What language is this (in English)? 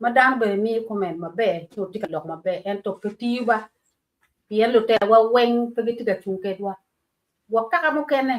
Acoli